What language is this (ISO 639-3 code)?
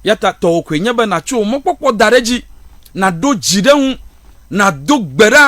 ewe